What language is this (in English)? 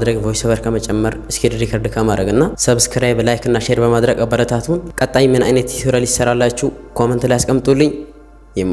Amharic